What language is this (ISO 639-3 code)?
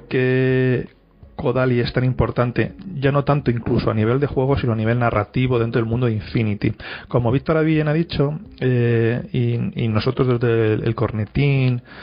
spa